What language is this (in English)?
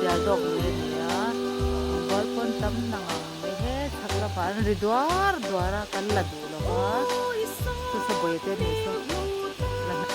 Mizo